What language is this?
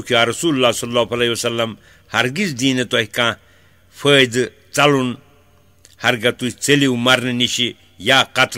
Kashmiri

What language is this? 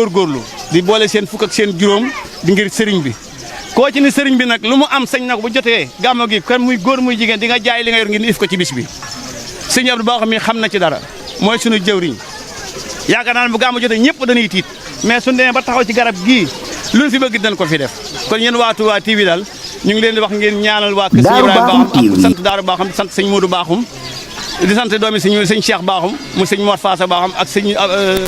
Wolof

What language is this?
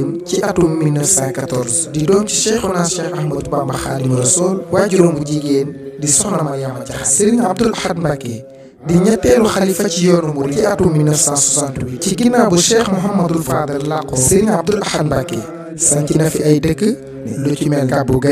Wolof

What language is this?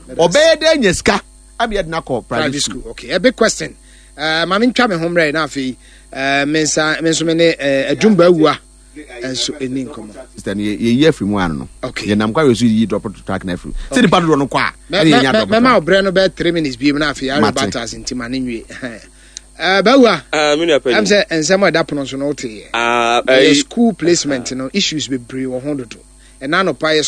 Akan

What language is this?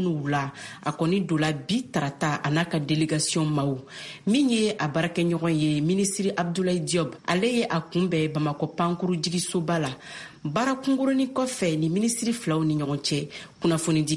Bambara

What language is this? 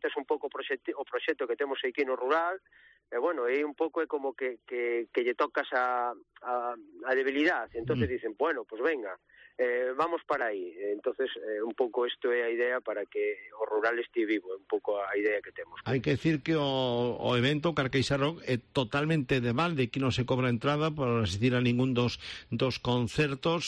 Galician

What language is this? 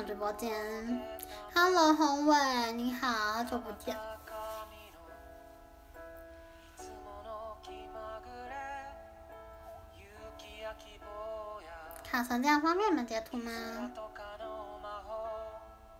Chinese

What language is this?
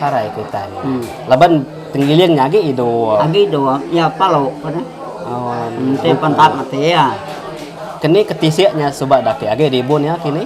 Iban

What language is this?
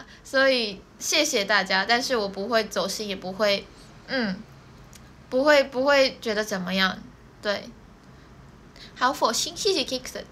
Chinese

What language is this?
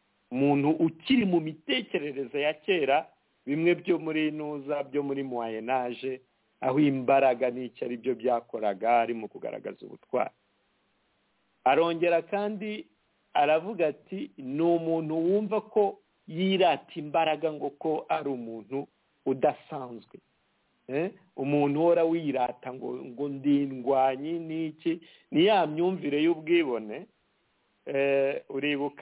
Kinyarwanda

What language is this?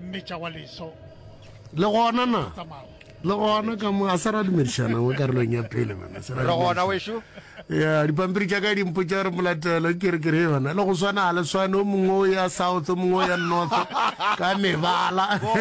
Northern Sotho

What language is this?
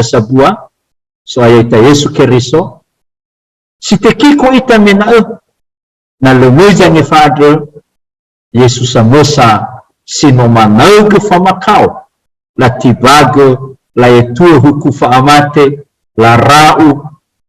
Nias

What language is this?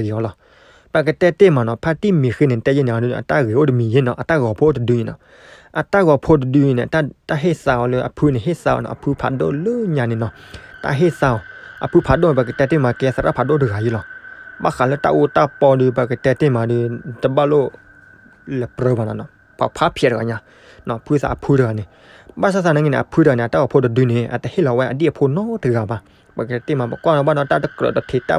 S'gaw Karen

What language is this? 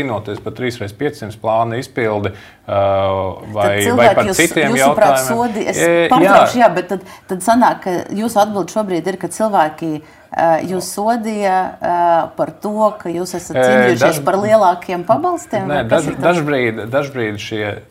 Latvian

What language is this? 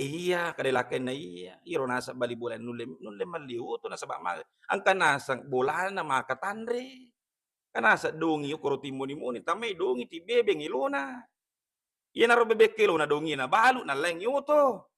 Buginese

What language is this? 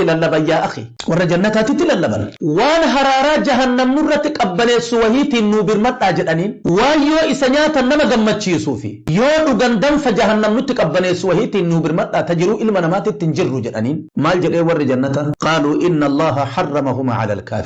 Oromo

